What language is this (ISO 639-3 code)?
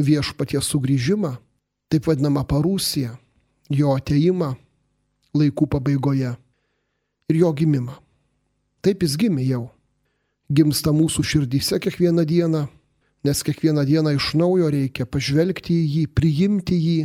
lit